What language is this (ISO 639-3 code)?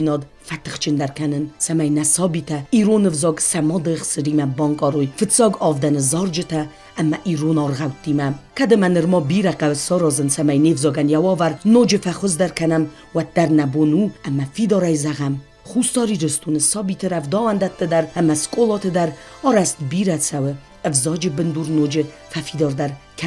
oss